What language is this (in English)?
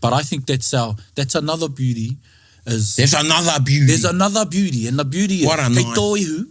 Māori